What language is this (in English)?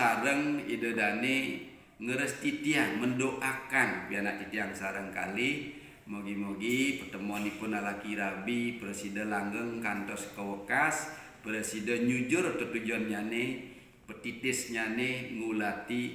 Balinese